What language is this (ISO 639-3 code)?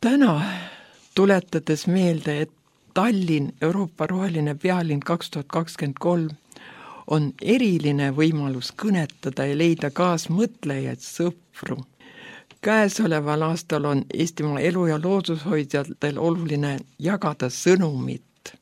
est